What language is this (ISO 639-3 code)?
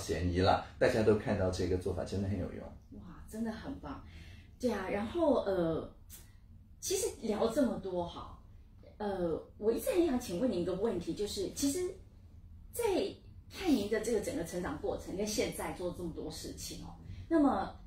zho